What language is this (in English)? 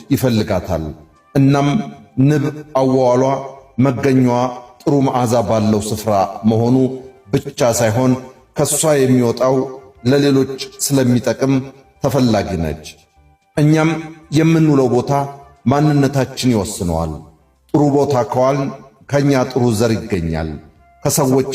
Amharic